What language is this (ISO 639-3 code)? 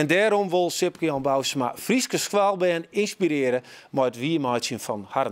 fry